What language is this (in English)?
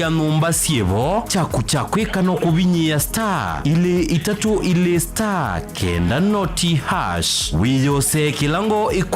Kamba